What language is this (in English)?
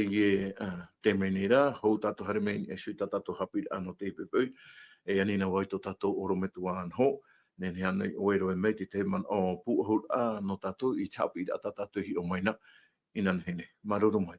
Tahitian